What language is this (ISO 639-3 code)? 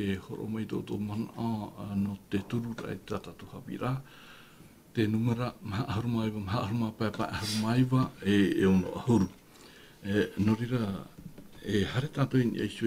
tah